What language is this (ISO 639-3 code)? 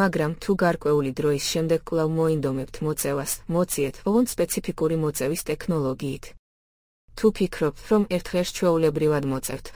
kat